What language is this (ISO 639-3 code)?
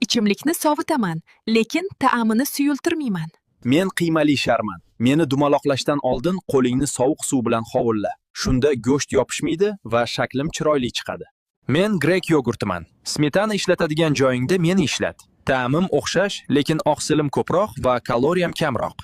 uzb